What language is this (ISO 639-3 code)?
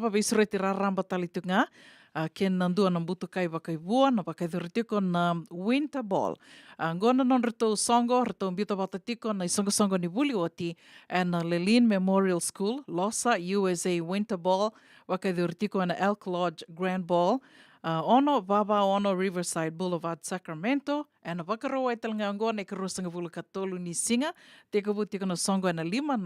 fij